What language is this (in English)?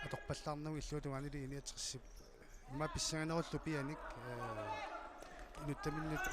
Kalaallisut